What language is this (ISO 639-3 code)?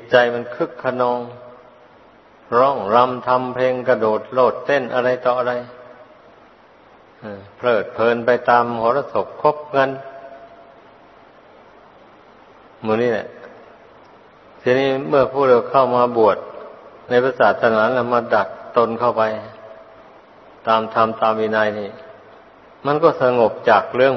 tha